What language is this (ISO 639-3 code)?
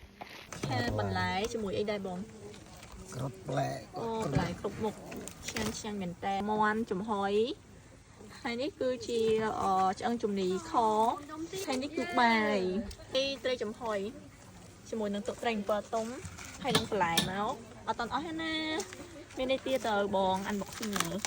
khm